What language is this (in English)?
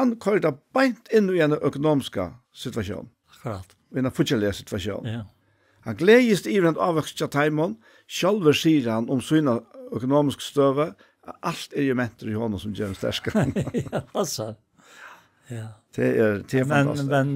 Faroese